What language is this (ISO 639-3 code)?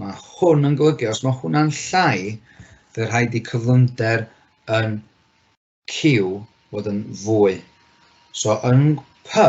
cym